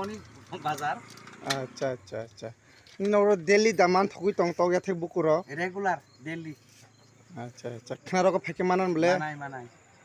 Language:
Kok Borok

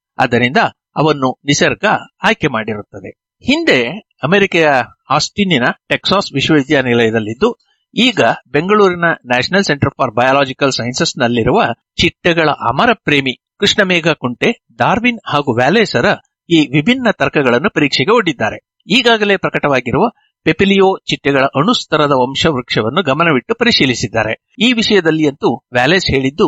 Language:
Kannada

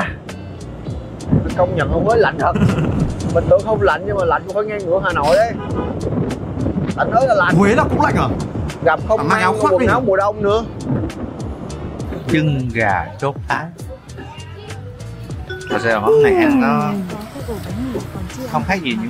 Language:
Vietnamese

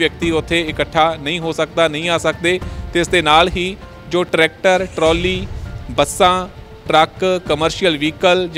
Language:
Punjabi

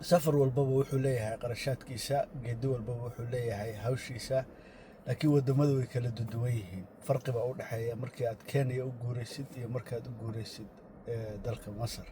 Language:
Somali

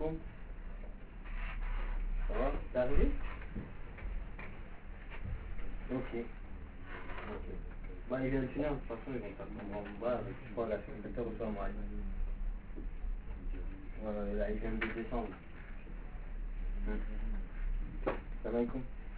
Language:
French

